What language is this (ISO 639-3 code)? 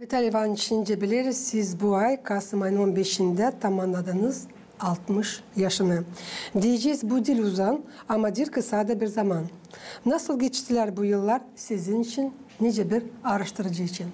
gag